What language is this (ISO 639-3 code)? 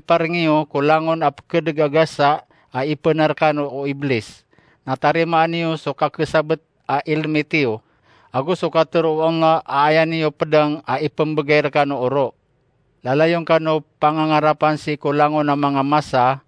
mrw